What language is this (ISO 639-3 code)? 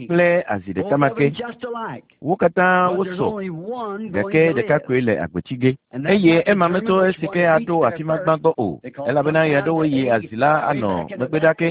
ewe